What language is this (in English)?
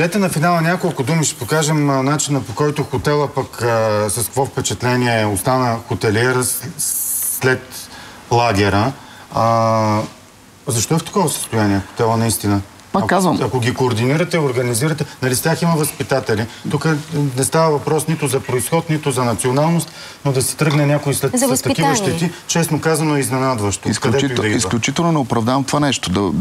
Bulgarian